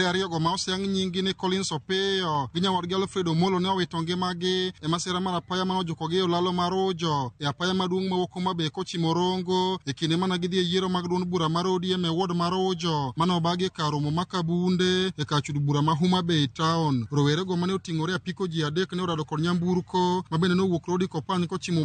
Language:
Luo (Kenya and Tanzania)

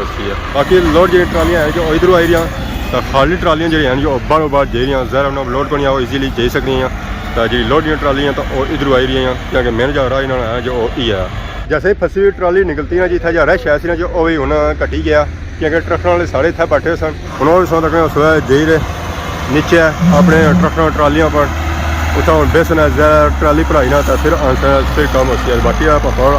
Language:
Pahari-Potwari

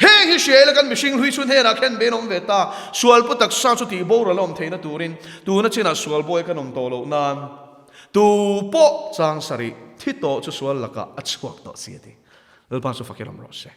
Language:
Mizo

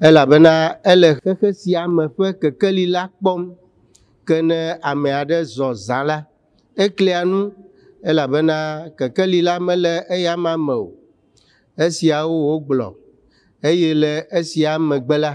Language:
Ewe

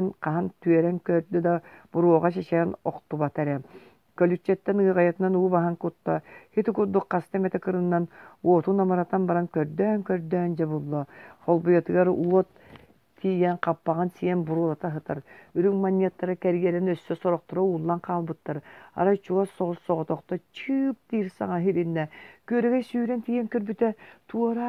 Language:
Yakut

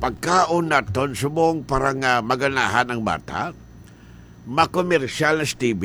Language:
Hiligaynon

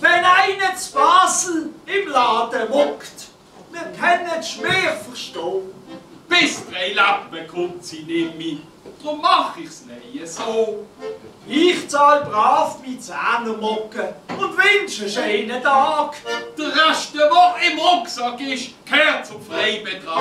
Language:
Swiss German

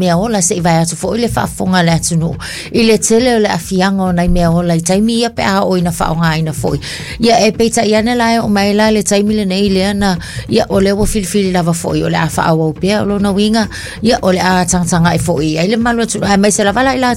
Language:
Samoan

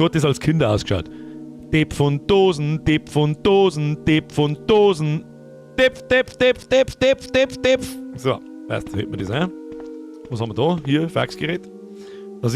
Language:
Bavarian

